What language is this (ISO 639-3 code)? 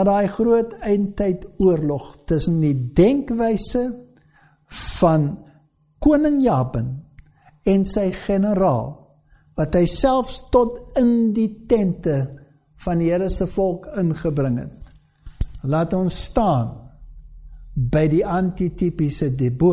afr